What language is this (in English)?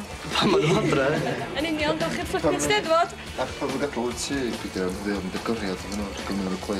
Welsh